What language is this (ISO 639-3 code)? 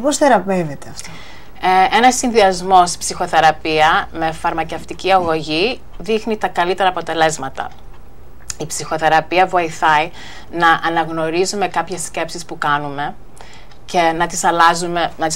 ell